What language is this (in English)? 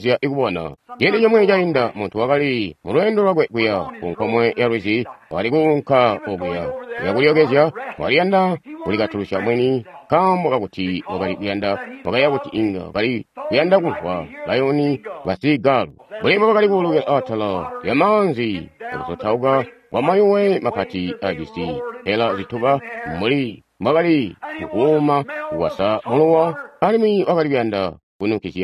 Tonga (Zambia)